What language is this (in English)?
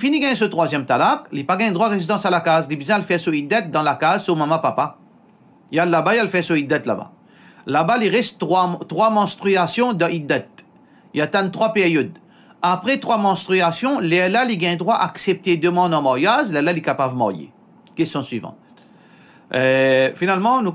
Morisyen